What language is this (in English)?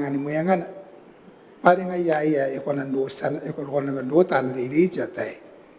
Gilbertese